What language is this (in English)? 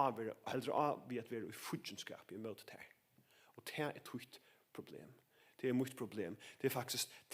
Faroese